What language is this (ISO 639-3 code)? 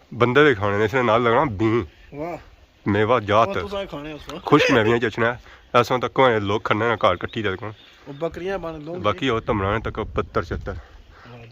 phr